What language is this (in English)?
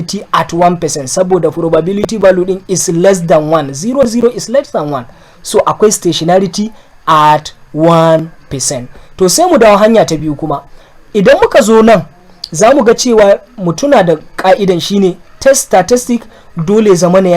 Hausa